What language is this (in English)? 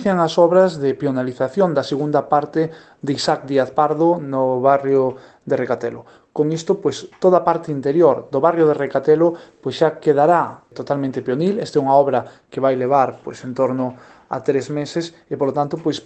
Galician